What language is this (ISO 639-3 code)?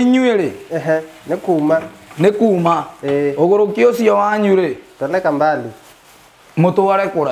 kik